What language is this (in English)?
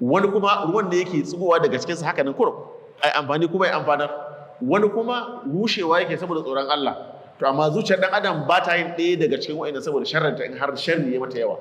Hausa